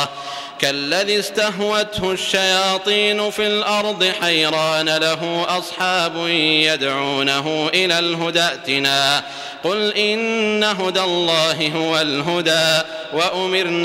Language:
Arabic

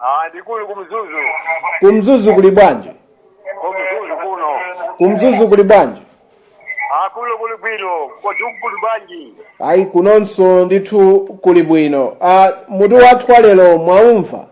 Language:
Nyanja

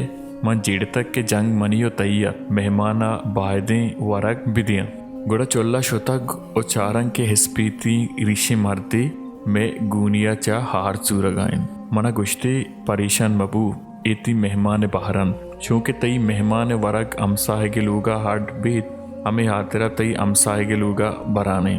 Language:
Baluchi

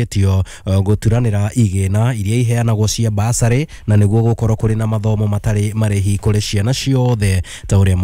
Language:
Kikuyu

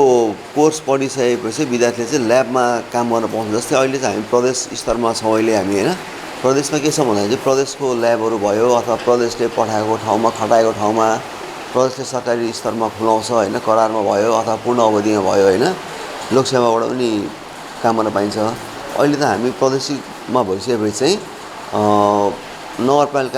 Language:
Nepali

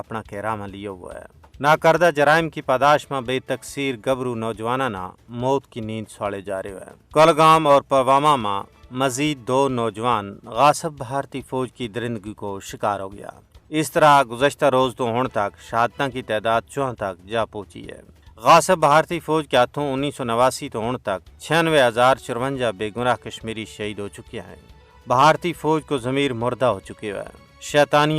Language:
Gujari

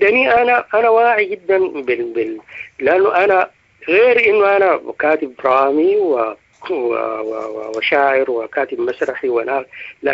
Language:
Sudanese Arabic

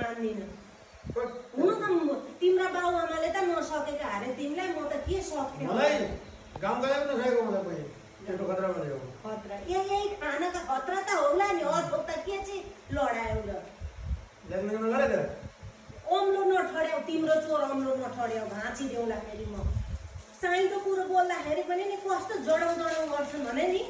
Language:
Nepali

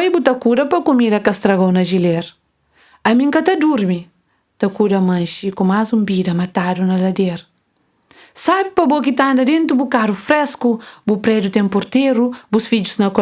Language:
Kabuverdianu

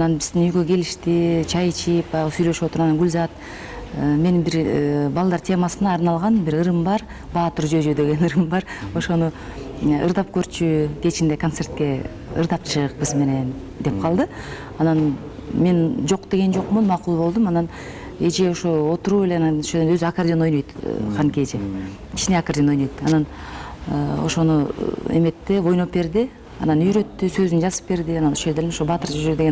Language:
Kyrgyz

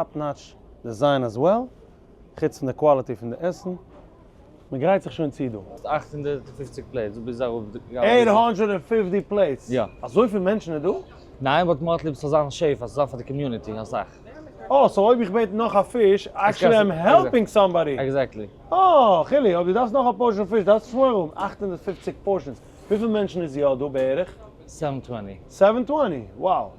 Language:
Yiddish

